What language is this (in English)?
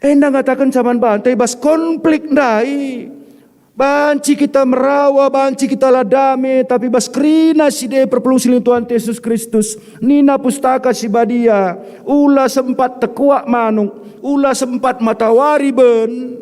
Batak Karo